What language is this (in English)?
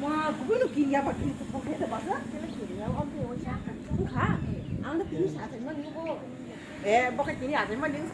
Kok Borok